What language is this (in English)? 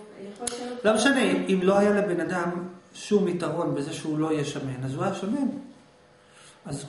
Hebrew